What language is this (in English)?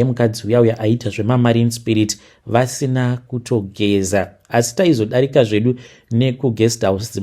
Shona